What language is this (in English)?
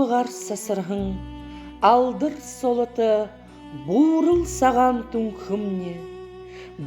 Buriat